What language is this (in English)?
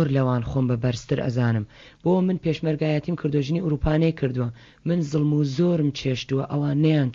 Central Kurdish